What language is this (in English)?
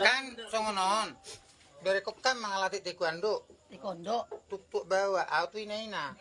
Batak Toba